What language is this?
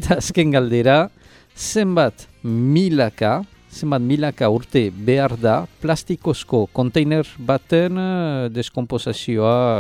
Basque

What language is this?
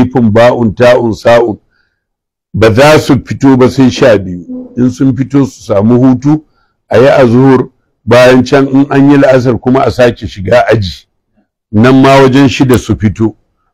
Hausa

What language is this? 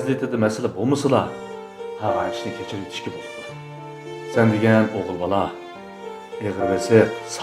Uyghur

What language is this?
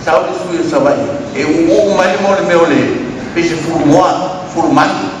Samoan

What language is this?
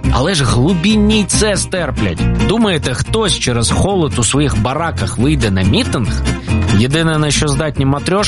Ukrainian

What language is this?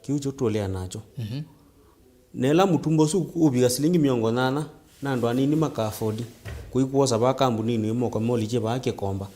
Kamba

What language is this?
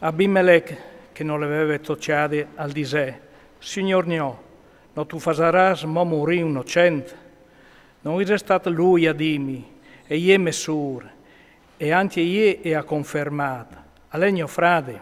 Friulian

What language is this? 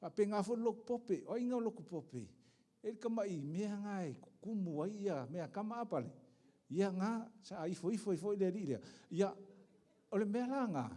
Samoan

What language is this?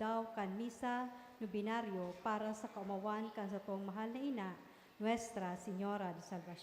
Bikol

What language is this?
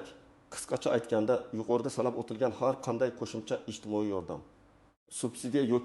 Uzbek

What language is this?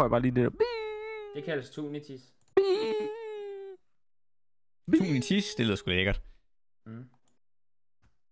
Danish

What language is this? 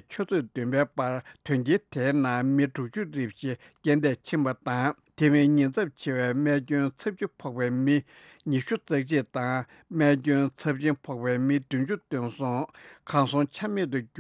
Tibetan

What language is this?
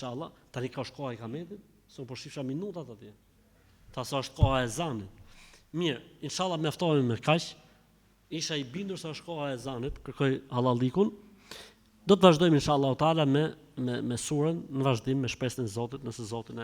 Albanian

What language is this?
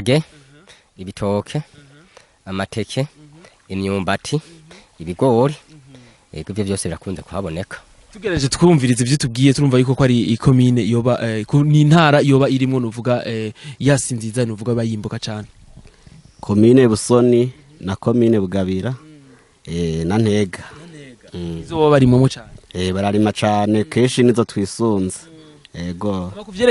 Rundi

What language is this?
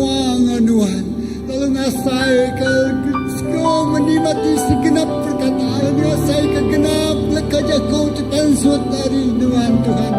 Iban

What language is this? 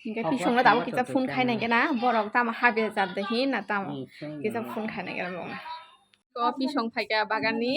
Kok Borok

